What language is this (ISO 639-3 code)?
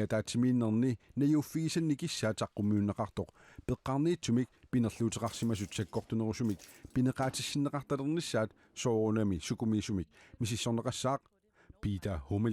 kal